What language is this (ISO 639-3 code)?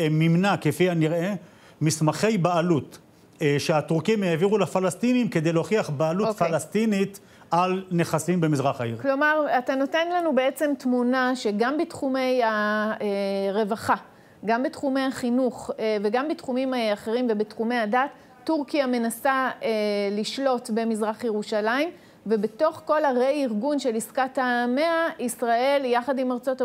heb